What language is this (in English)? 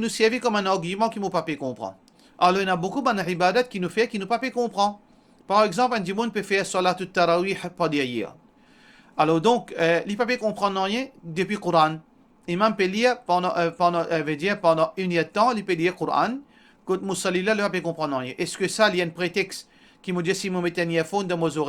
Morisyen